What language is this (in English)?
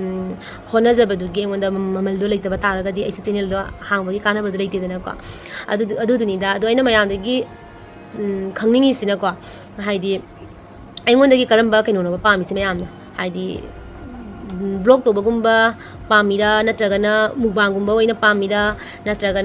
Manipuri